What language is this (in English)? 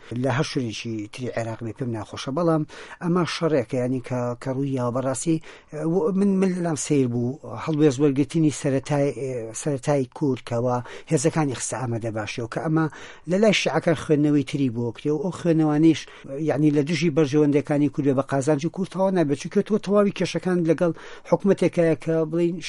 Central Kurdish